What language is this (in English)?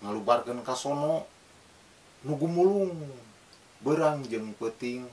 Sundanese